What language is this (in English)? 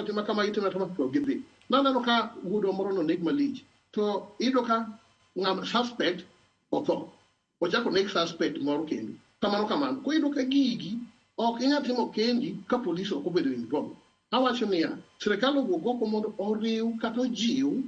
Luo (Kenya and Tanzania)